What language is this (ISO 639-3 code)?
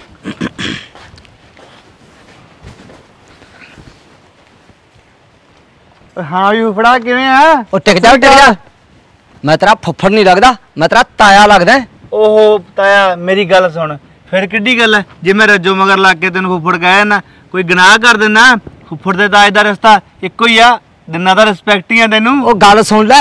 pan